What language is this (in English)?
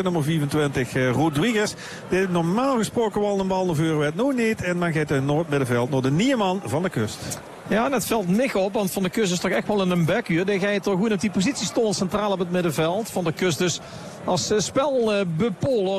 Dutch